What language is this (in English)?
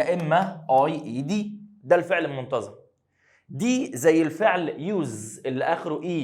Egyptian Arabic